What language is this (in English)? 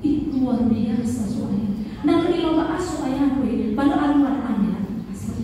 Nias